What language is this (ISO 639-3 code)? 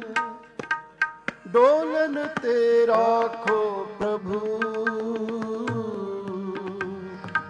pan